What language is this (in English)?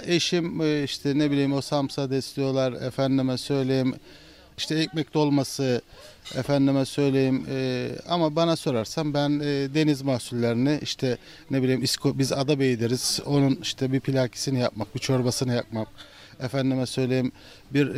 Turkish